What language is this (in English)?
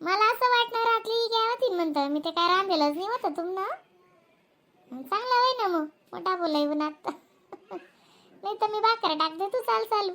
Khandesi